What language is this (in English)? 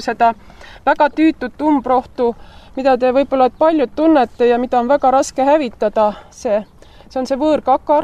Estonian